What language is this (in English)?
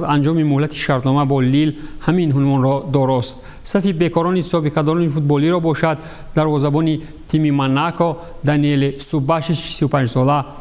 Tajik